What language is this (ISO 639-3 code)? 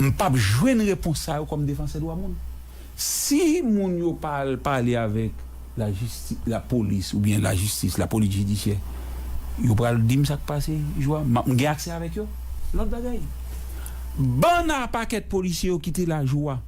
hat